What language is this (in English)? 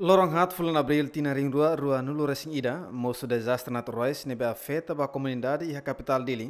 Tetum